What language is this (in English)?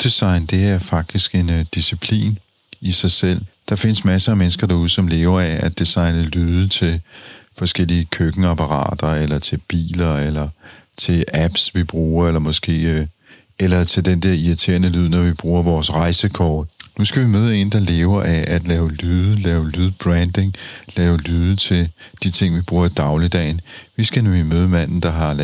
Danish